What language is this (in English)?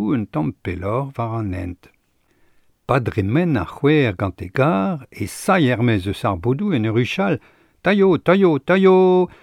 Breton